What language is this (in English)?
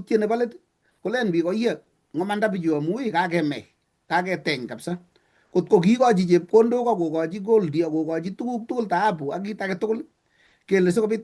Kalenjin